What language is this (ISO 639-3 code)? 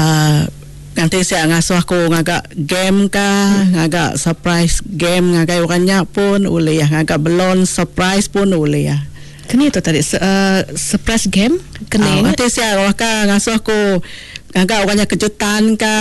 iba